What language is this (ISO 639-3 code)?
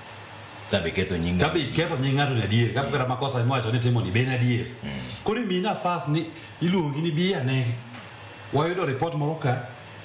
luo